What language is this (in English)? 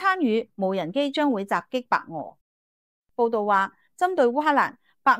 Cantonese